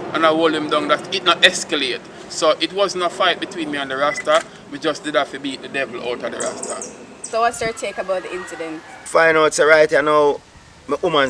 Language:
Jamaican Creole English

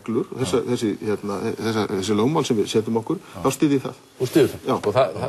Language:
Icelandic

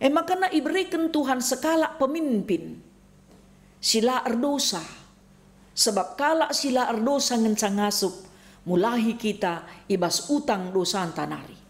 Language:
Batak Karo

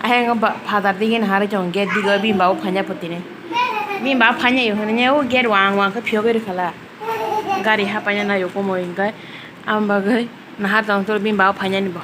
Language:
Kok Borok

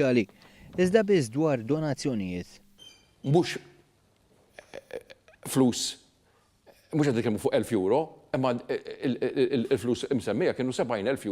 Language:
Maltese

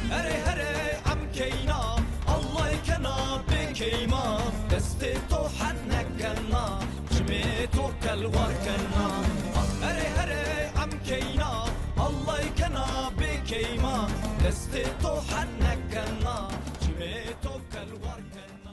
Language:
Zaza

